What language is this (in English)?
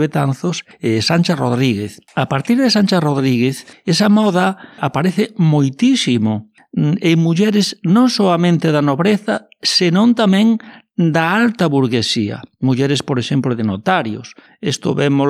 Galician